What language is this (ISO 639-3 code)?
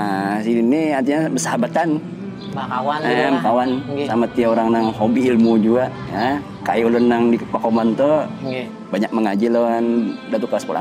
bjn